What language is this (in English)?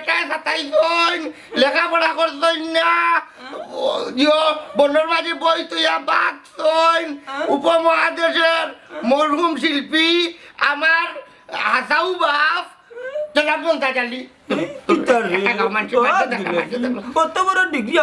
Sylheti